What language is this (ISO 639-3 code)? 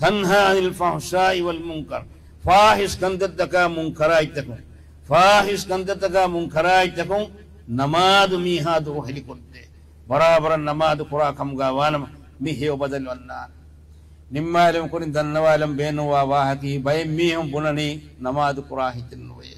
div